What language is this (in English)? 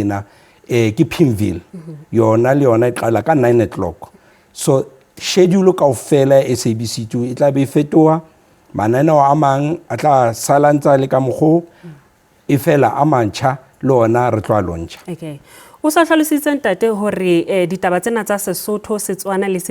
Southern Sotho